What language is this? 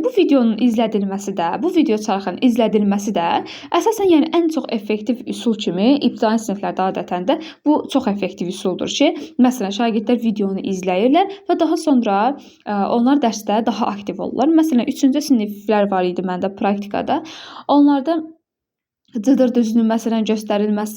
Azerbaijani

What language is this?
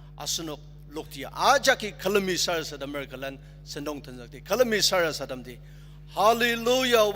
Ao Naga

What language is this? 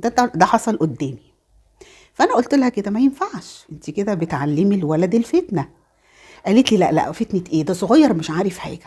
Egyptian Arabic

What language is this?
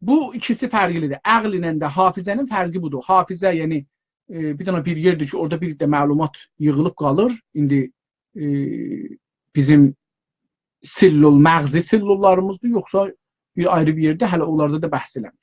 South Azerbaijani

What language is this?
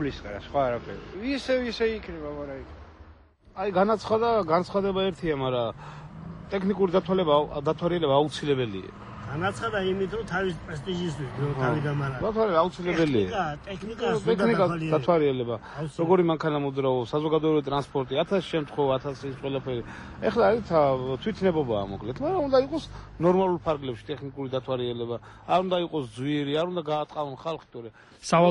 Georgian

